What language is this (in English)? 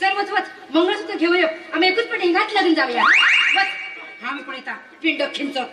Konkani